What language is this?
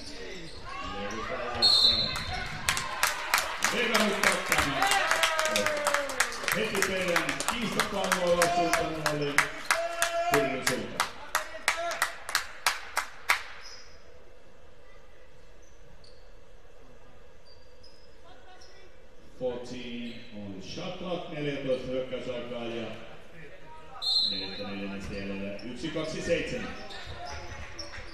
Finnish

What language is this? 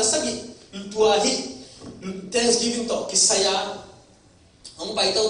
Tedim Chin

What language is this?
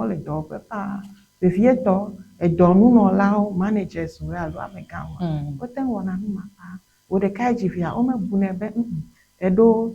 Ewe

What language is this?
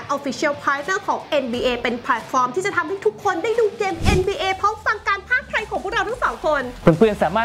Thai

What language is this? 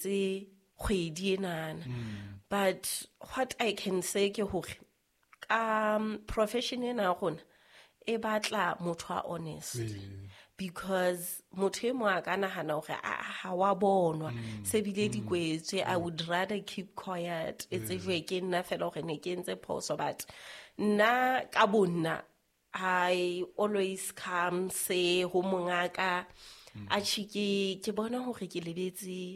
Southern Sotho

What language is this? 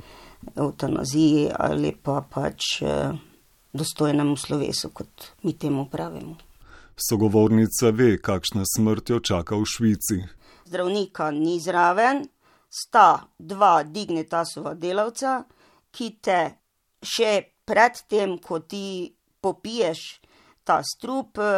Slovenian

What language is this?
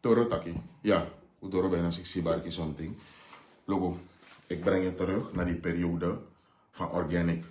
Sranan Tongo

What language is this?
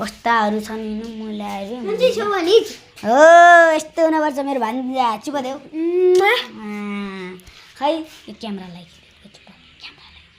Nepali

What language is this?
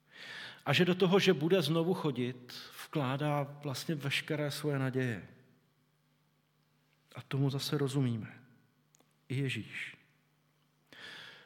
Czech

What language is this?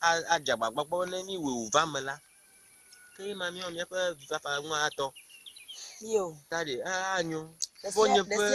Ewe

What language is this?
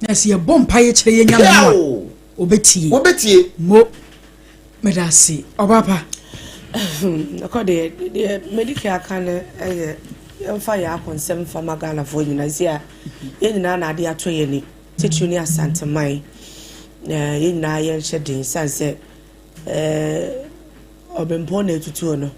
Akan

